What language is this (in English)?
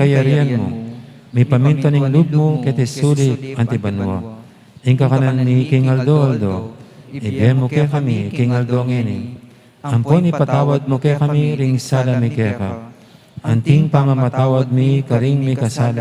Pampanga